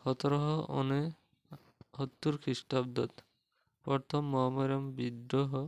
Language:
Assamese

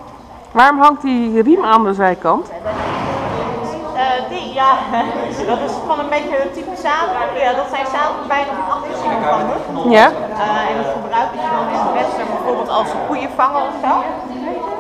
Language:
Dutch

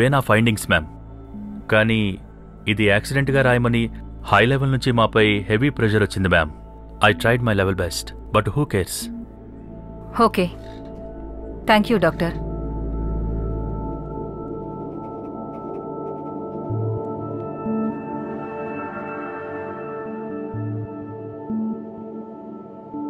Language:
Telugu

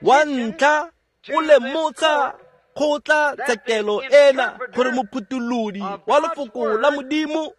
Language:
Tswana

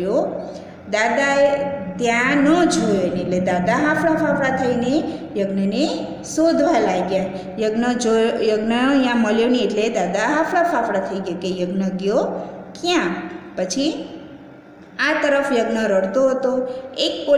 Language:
Gujarati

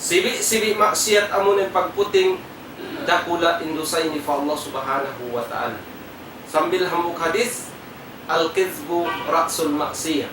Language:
Tausug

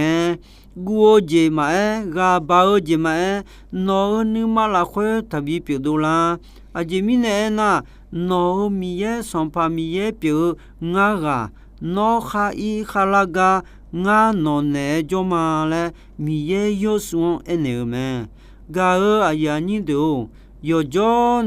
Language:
Akha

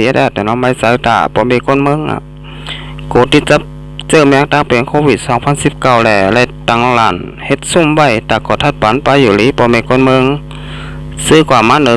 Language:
Shan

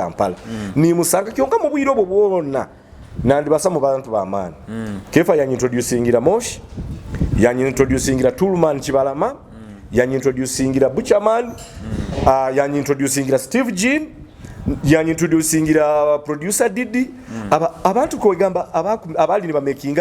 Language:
Nyoro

